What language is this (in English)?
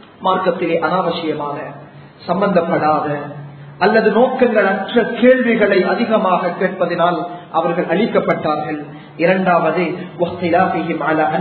Tamil